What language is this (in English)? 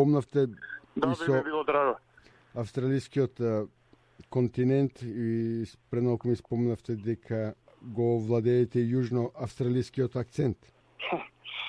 Macedonian